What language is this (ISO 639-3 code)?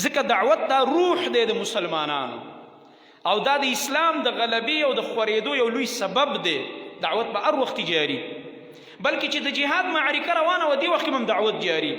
pus